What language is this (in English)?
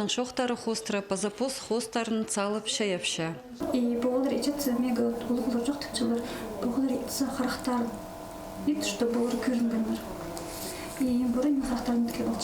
Khakas